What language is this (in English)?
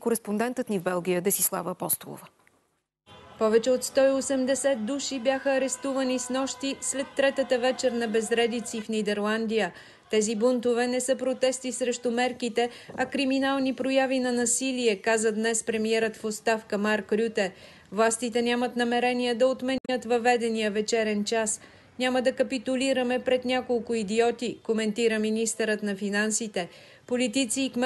Bulgarian